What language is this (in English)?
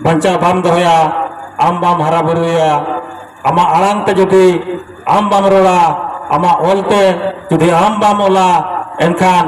Santali